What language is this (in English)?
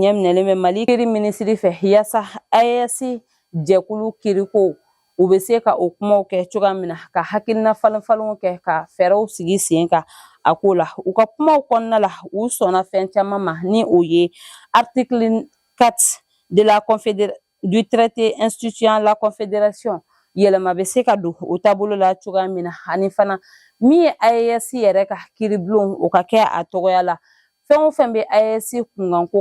Bambara